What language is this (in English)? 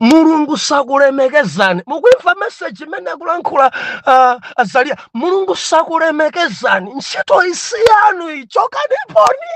Nyanja